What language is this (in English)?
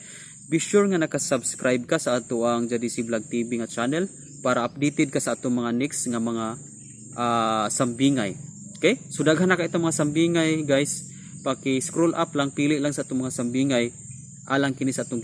Cebuano